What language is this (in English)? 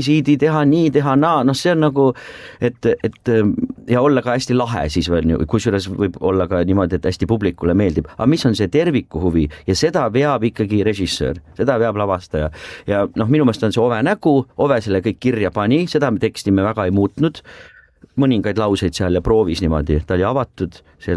Estonian